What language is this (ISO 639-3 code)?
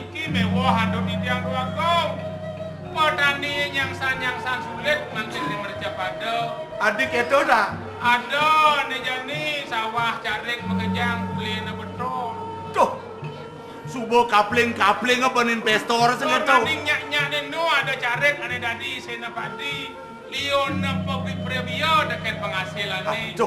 ban